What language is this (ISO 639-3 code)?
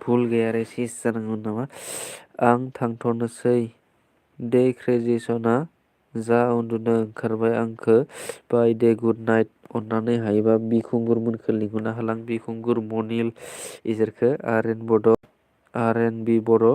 brx